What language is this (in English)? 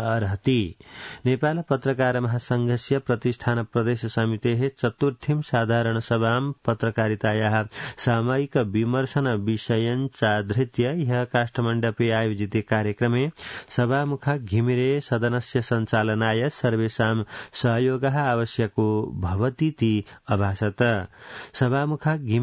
Sanskrit